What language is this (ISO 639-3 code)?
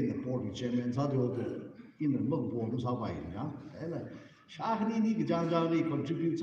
nmf